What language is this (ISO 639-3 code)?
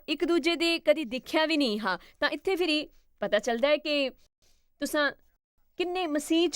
doi